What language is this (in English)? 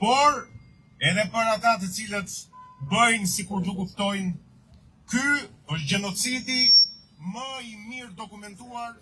Albanian